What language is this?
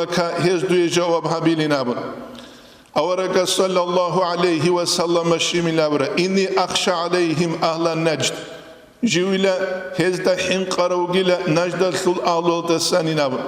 Avaric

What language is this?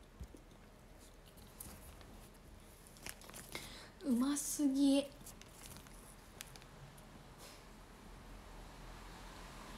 Japanese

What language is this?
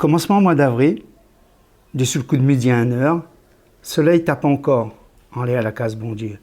Réunion Creole French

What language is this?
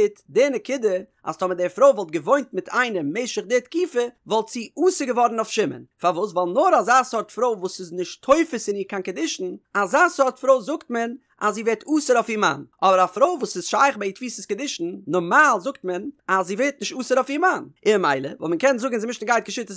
Yiddish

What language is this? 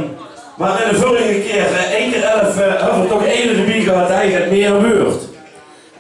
Limburgish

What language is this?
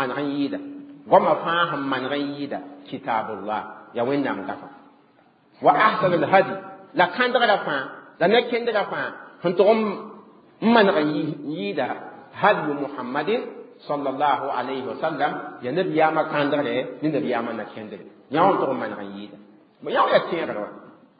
Mossi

